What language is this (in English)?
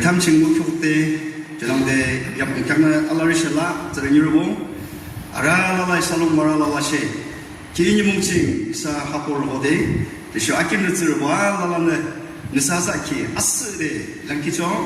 Yimchungru Naga